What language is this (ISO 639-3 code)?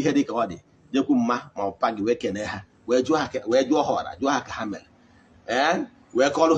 ibo